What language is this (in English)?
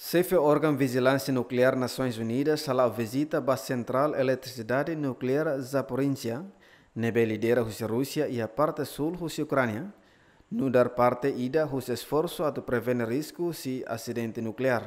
Tetum